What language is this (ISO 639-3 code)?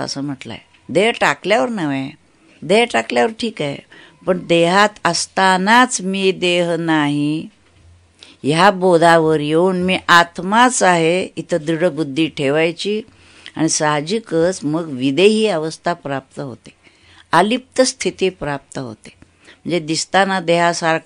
mar